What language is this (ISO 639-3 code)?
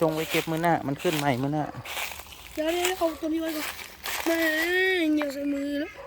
lao